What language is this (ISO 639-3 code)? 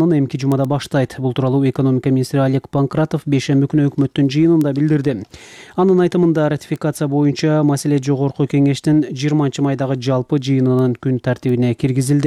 kir